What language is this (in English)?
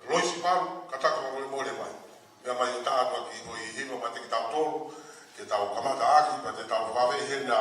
Tongan